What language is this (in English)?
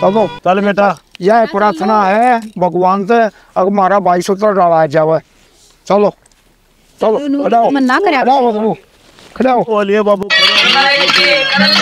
Haryanvi